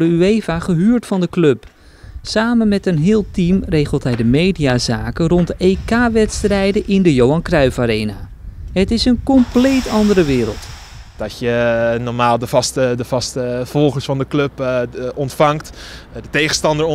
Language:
Dutch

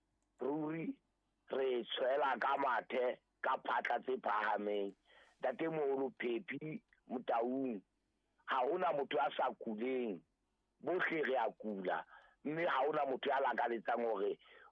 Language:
Southern Sotho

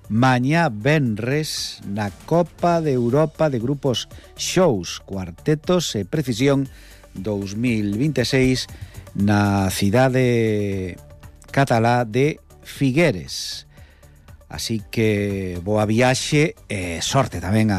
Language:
Galician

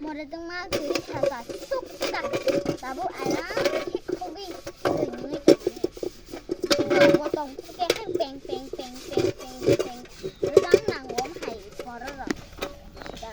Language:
Kok Borok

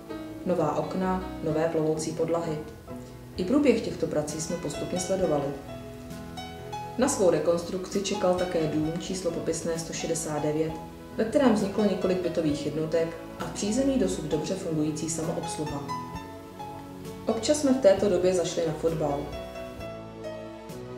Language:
Czech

